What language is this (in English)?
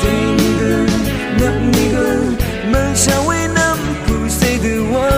Rawang